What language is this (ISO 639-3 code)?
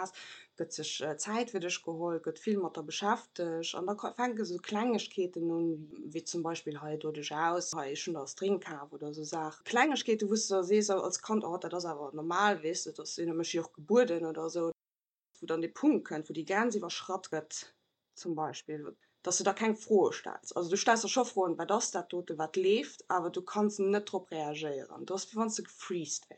ltz